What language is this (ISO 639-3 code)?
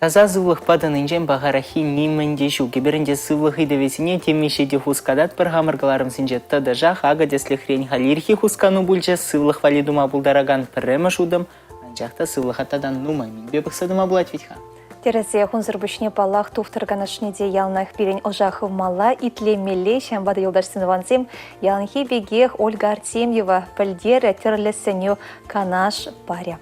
chv